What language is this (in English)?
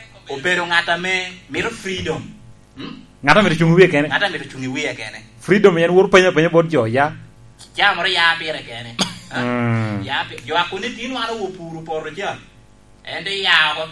Lango (Uganda)